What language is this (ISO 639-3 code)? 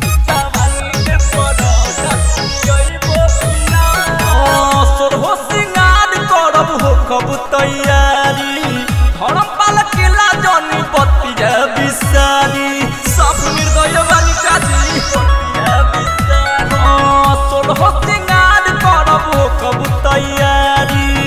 bho